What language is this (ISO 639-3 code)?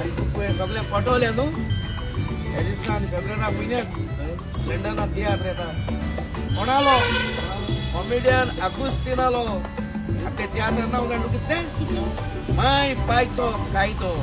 kok